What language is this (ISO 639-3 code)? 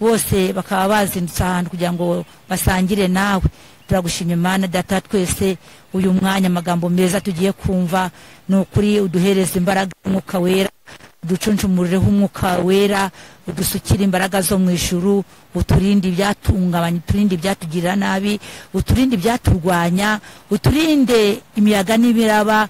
kin